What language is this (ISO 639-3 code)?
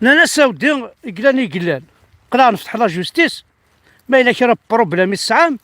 kab